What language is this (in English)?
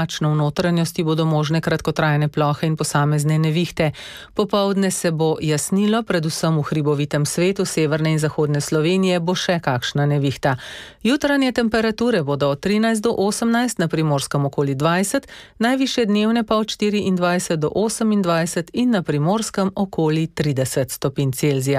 Slovenian